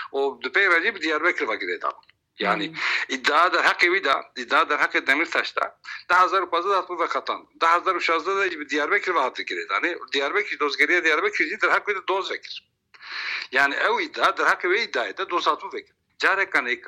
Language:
Kurdish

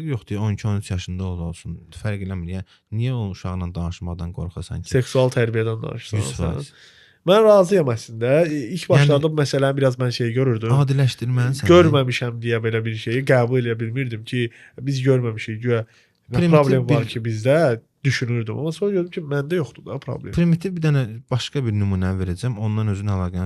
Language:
Azerbaijani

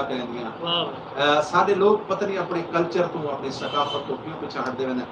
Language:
Saraiki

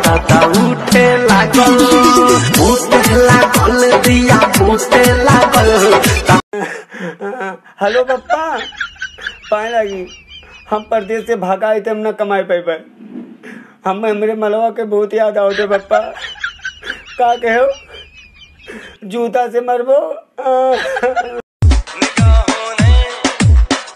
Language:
Bhojpuri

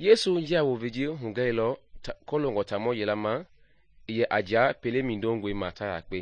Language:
Mende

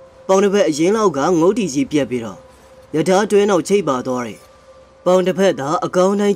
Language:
Burmese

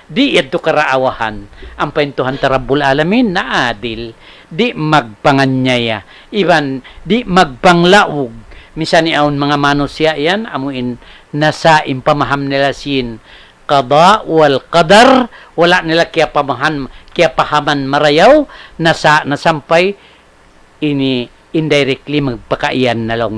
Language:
Tausug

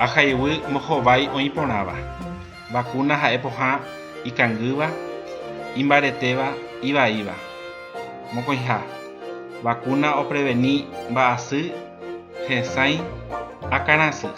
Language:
Guarani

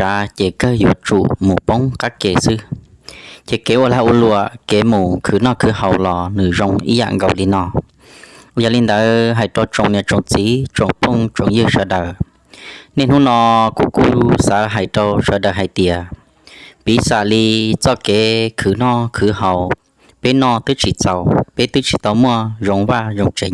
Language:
Hmong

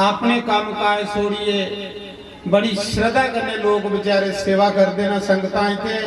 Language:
Dogri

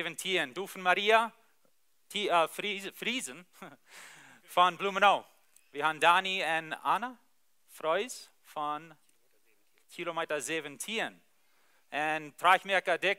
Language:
Plautdietsch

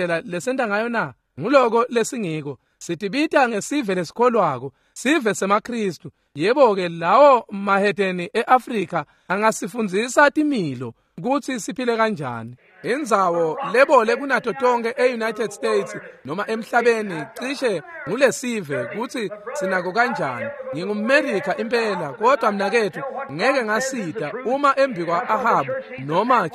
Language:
Swati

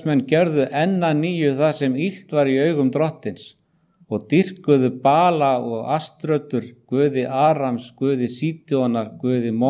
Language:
Icelandic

